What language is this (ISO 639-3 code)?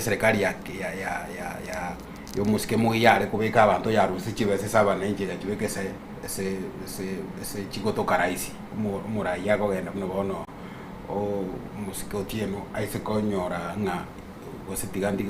guz